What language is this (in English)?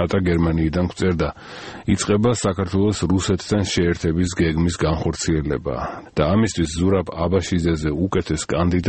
Georgian